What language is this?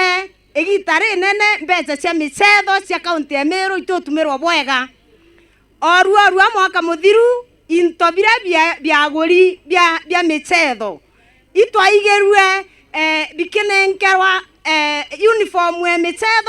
Meru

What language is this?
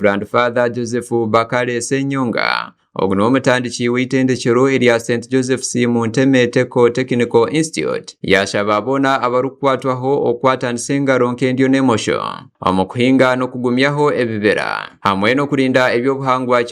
Nyankole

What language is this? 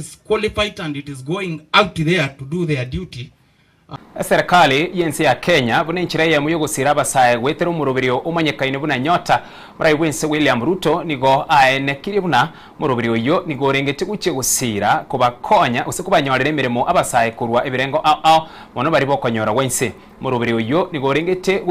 Gusii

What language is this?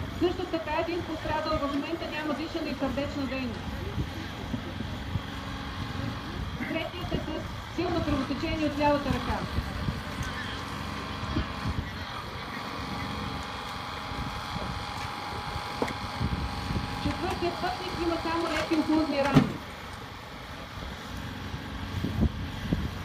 Bulgarian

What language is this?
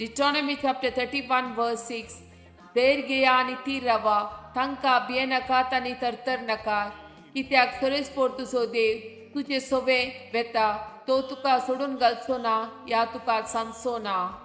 Konkani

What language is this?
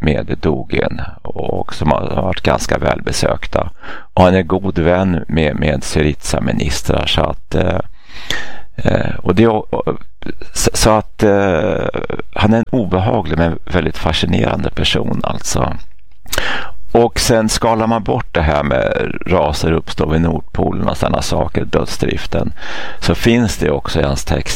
Swedish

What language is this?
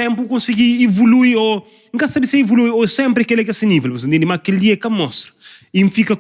Kabuverdianu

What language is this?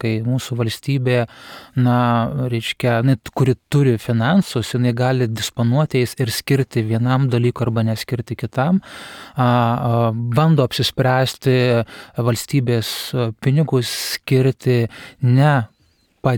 Lithuanian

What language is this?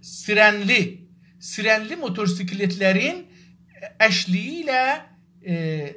South Azerbaijani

